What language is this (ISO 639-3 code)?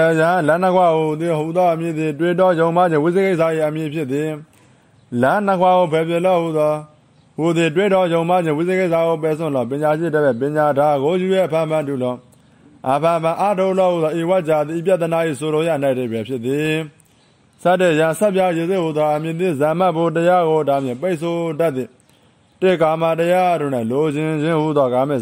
mya